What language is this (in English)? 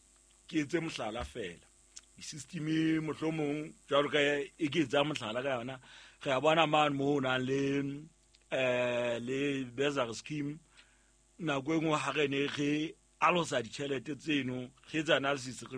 Southern Sotho